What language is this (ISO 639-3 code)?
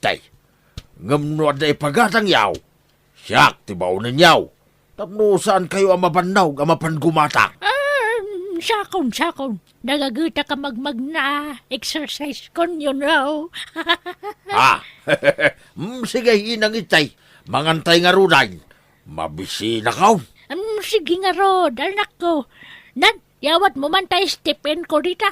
ilo